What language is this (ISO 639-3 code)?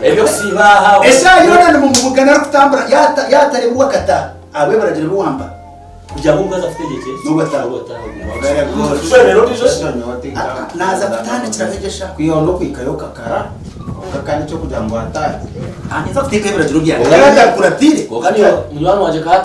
nyn